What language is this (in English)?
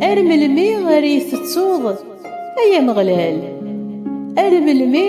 Kabyle